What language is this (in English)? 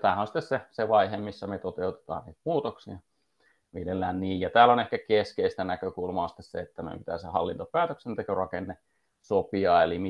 Finnish